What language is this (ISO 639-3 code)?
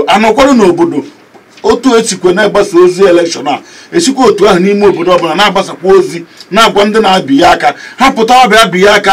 ibo